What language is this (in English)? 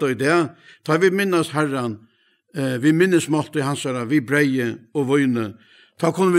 Faroese